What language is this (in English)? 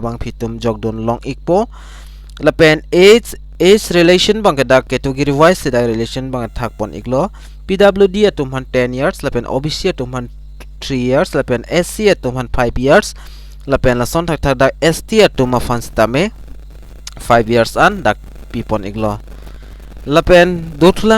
Karbi